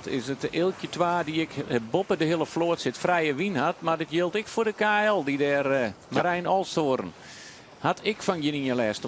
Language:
Western Frisian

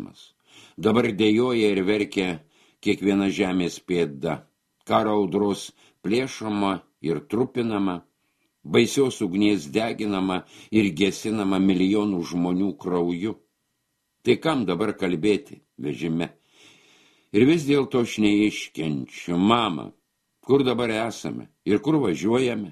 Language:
Lithuanian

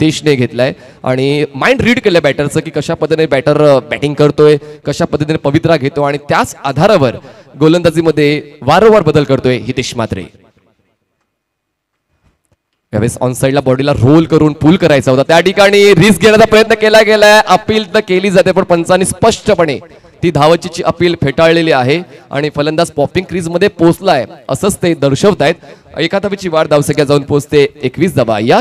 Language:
Marathi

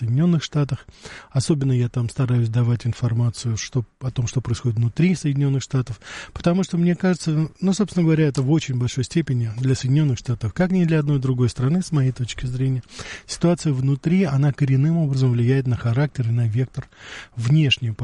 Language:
Russian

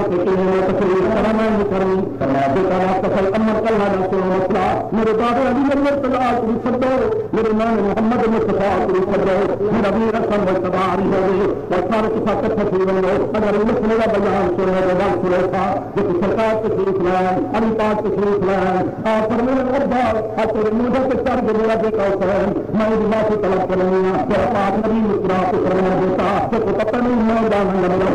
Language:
Saraiki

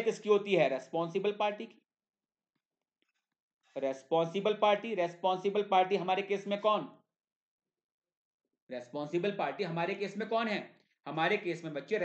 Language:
Hindi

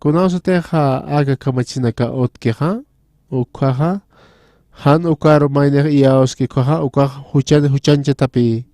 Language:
Aymara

